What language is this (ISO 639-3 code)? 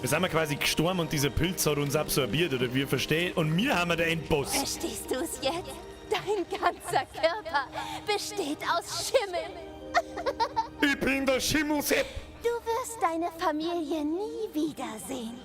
bar